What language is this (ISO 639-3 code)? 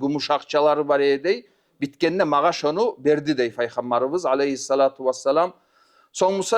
kum